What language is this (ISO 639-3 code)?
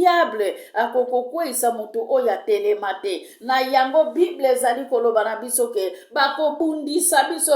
lin